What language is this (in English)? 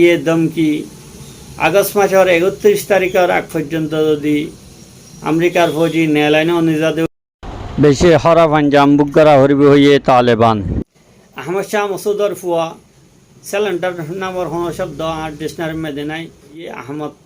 Rohingya